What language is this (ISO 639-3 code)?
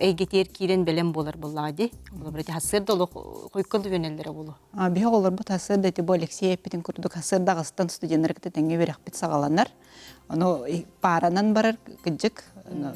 sah